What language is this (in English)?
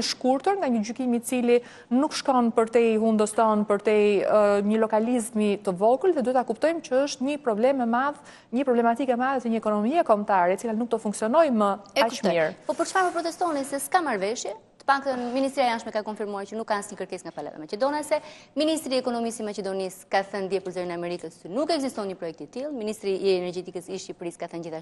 Albanian